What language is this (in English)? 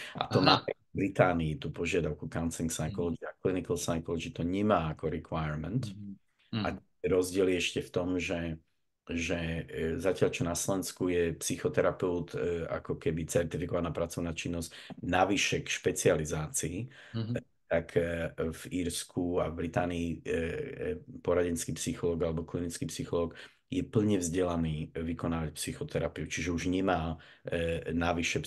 Slovak